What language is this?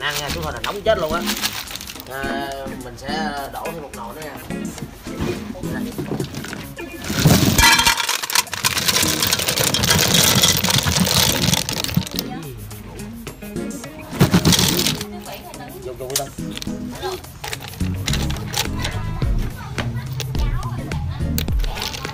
Vietnamese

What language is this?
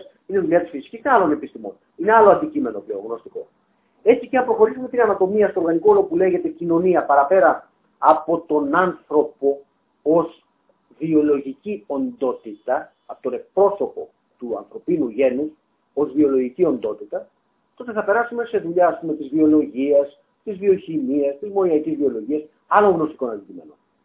Greek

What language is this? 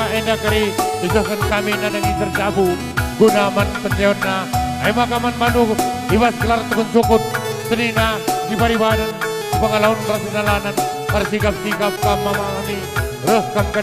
Batak Karo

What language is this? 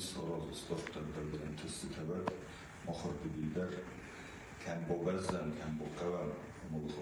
Ossetic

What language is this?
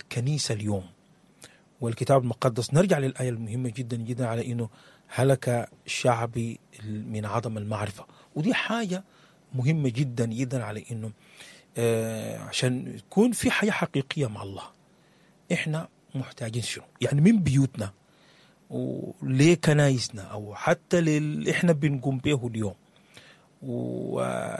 Sudanese Arabic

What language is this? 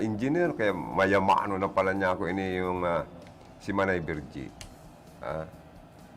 Bikol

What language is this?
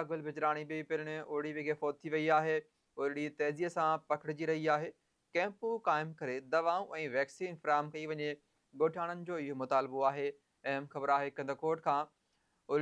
Sindhi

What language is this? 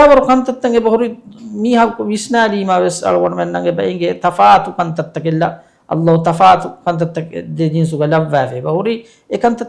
Divehi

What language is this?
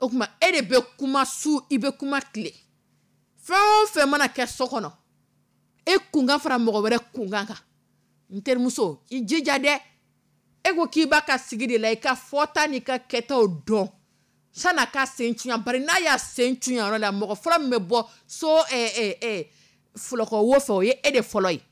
Dyula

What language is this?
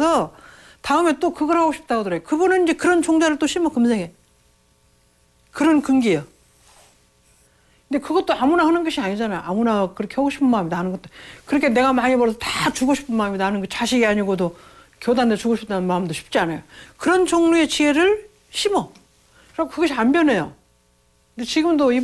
Korean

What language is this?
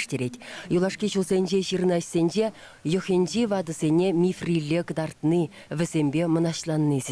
Chuvash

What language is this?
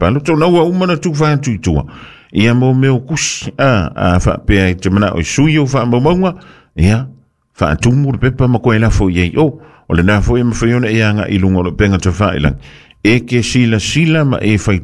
Samoan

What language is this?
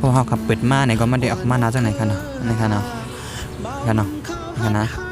Shan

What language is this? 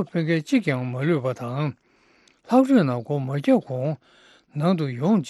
Tibetan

